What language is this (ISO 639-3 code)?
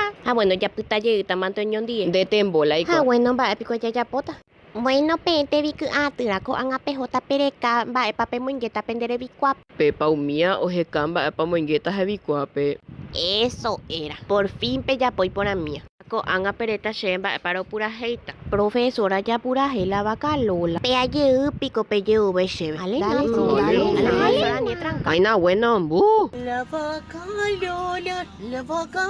grn